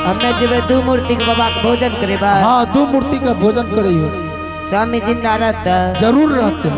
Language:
Angika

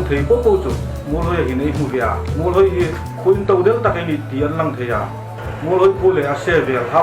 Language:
Hmar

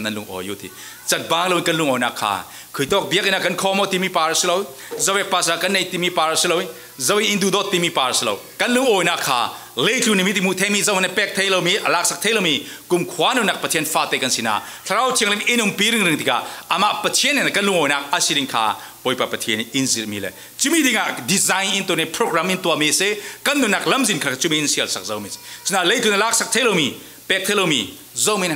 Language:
Falam Chin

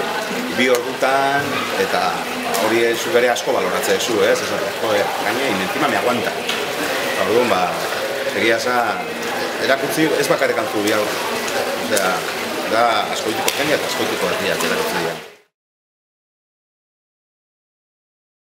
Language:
Basque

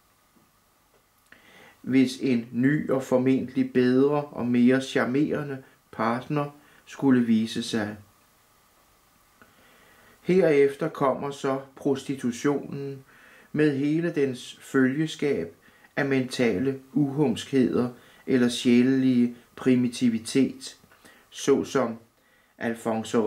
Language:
Danish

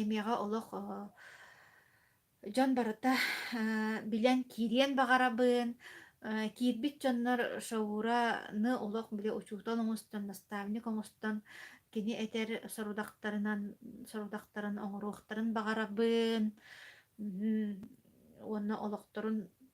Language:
Yakut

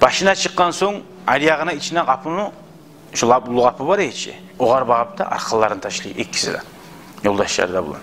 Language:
Kumyk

